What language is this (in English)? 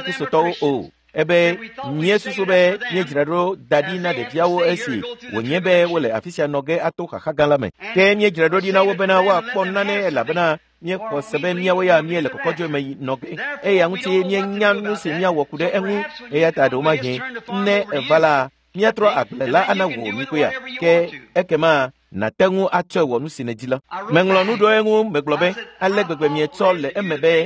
Ewe